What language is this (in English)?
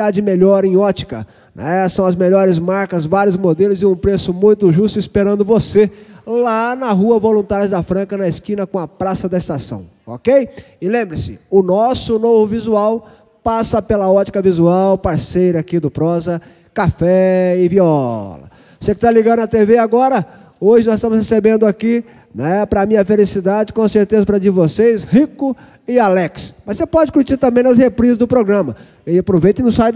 Portuguese